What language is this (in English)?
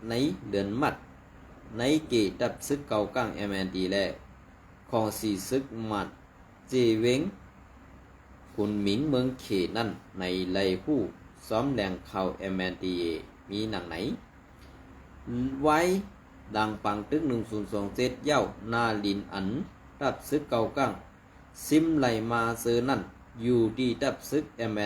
Shan